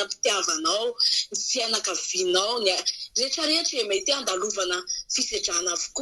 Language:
Malagasy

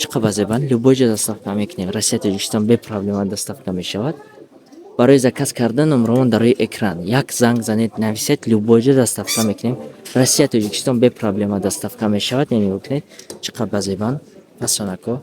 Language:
Tajik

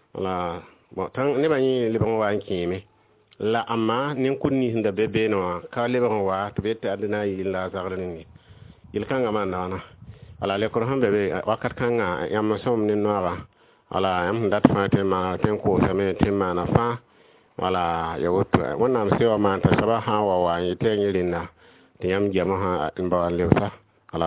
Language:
Mossi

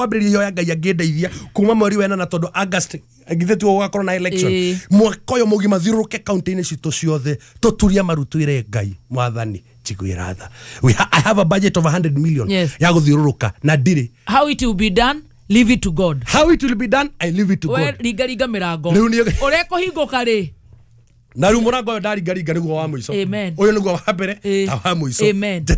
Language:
Kikuyu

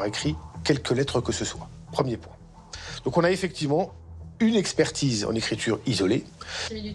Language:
French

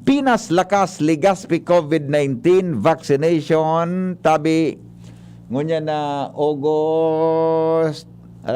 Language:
Bikol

